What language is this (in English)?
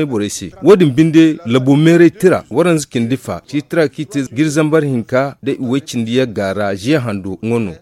Zarma